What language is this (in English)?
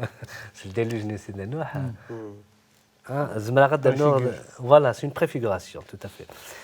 Kabyle